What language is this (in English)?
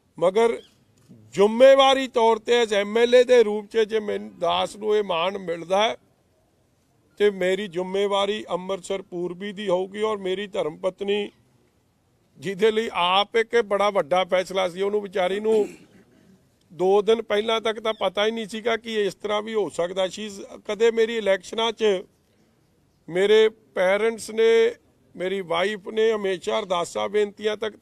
Punjabi